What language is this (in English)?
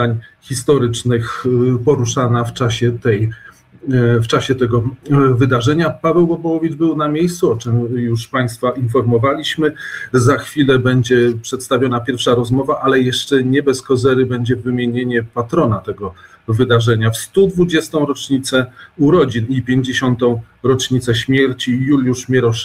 Polish